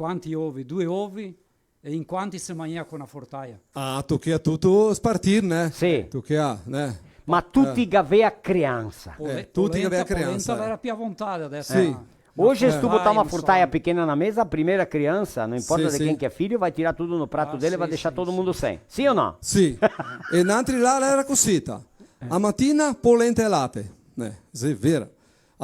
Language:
Venetian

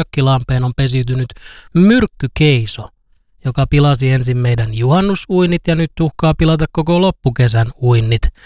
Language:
Finnish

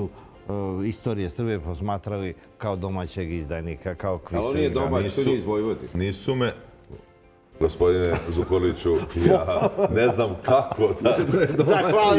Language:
Serbian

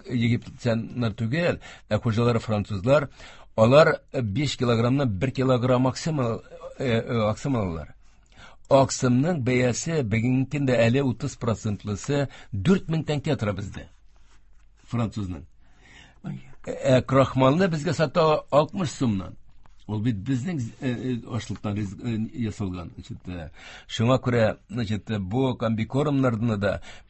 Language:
Tatar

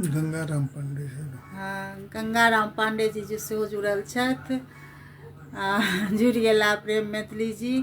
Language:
Maithili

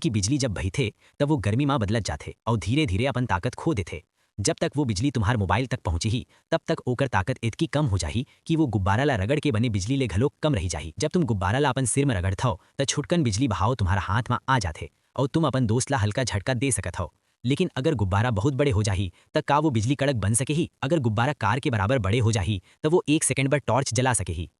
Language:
Chhattisgarhi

